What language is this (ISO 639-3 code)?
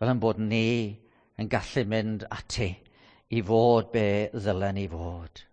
cym